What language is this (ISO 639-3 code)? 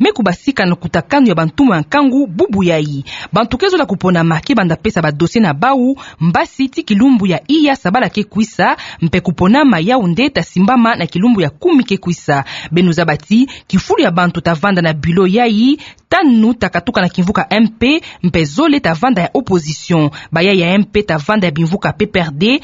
ktu